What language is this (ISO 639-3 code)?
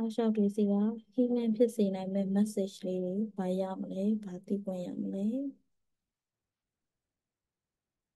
mya